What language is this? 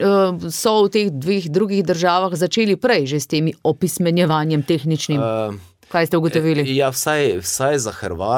Slovenian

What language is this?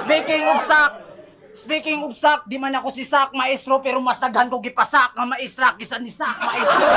Cebuano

